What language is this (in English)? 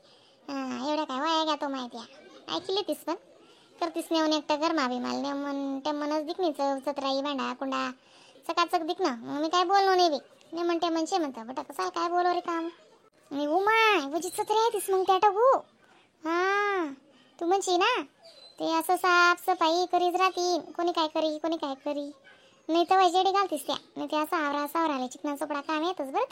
Khandesi